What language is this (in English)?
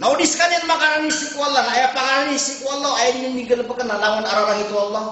Maranao